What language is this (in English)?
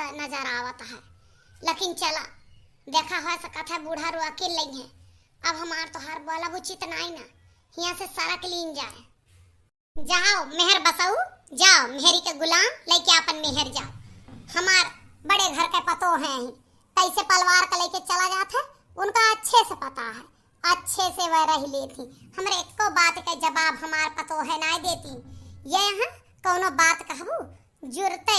Awadhi